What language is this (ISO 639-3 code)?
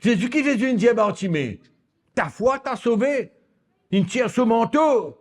mfe